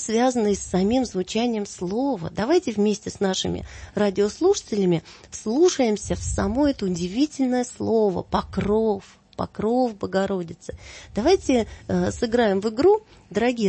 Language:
Russian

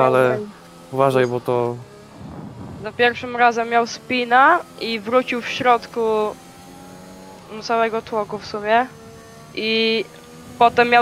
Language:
Polish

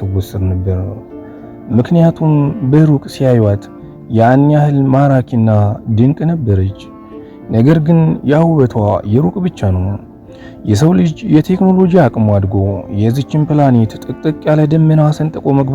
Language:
Amharic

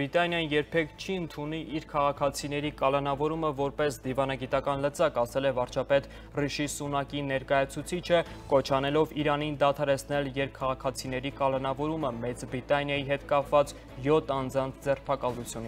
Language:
Armenian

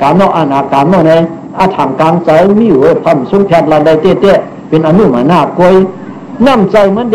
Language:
Shan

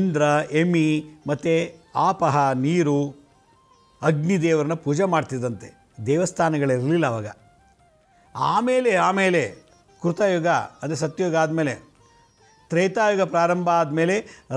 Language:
Kannada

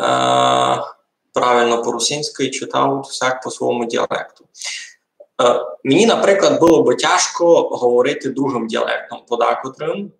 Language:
Rusyn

